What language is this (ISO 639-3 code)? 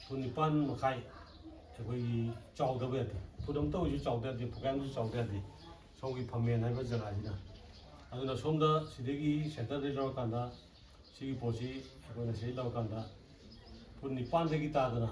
mni